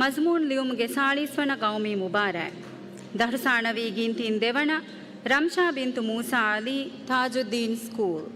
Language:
Divehi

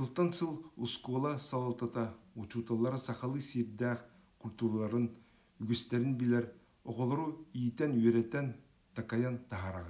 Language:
Yakut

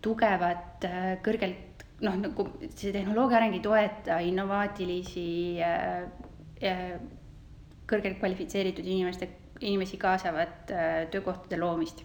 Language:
Estonian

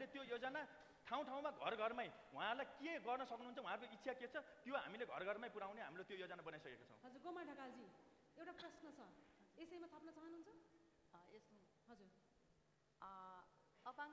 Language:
Nepali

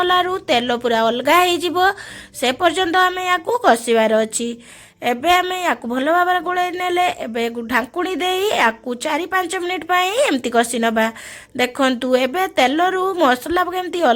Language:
Odia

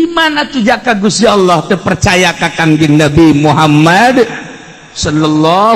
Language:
Sundanese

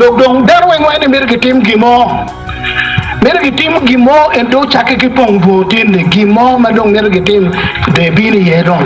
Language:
Acoli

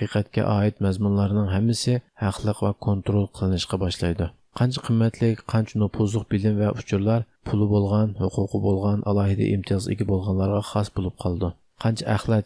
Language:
Uyghur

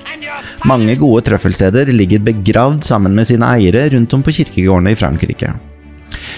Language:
Norwegian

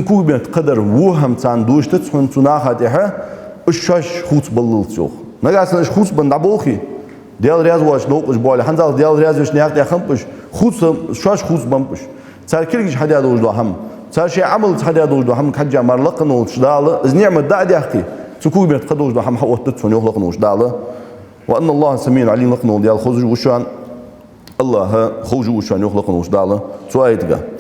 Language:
Ingush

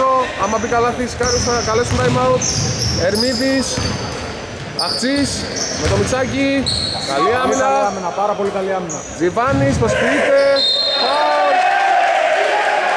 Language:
Greek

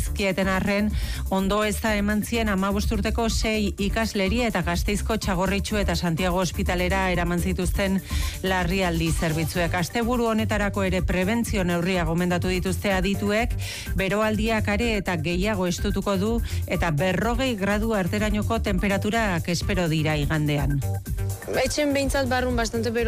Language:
Basque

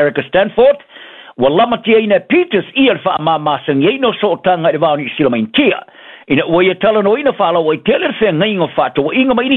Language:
Samoan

